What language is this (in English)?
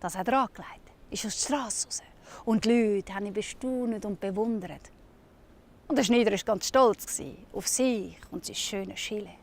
Swiss German